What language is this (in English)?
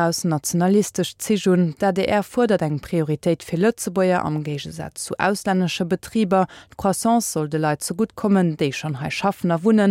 Luxembourgish